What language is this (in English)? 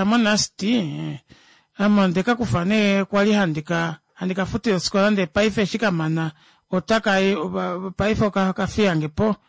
Kuanyama